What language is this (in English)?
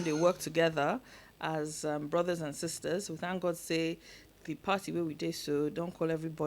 Nigerian Pidgin